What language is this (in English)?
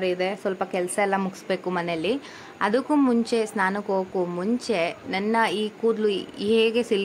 Kannada